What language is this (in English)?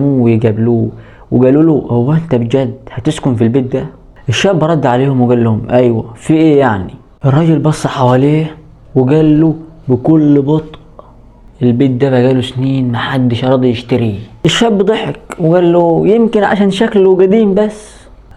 Egyptian Arabic